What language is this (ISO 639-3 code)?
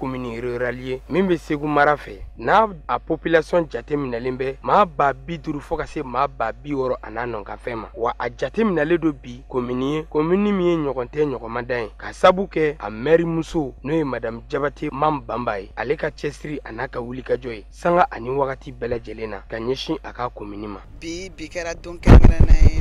bam